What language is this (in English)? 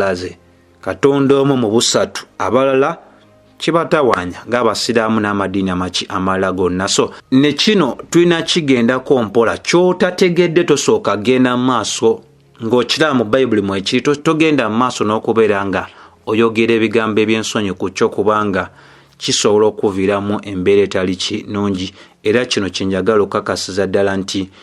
Ganda